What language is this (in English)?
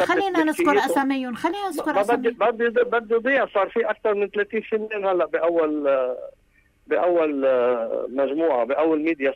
North Levantine Arabic